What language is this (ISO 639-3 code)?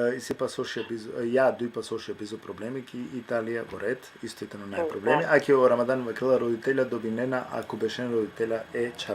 rmn